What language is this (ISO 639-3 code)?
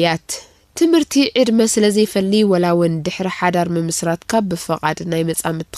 tir